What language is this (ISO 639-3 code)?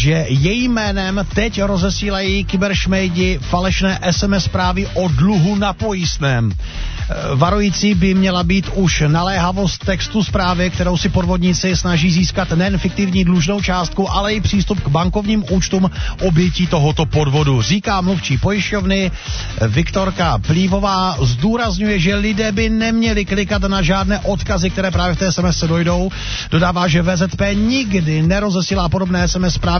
ces